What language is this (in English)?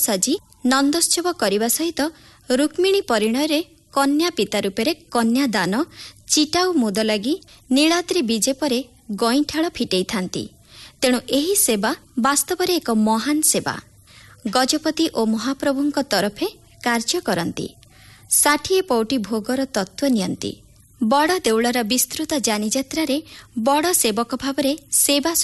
Odia